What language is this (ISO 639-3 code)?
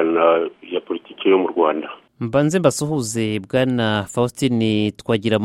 kin